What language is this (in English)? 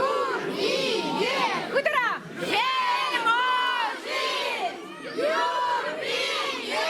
Chuvash